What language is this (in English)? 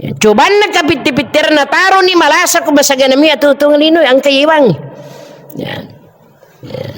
Buginese